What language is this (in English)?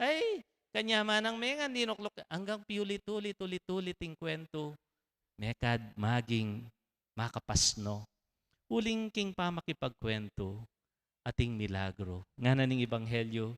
Pampanga